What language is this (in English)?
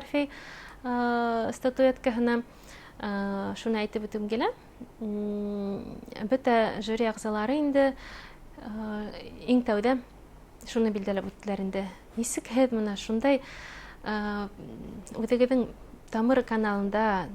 Bashkir